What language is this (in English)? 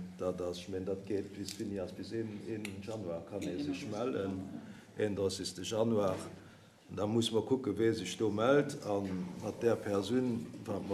Luxembourgish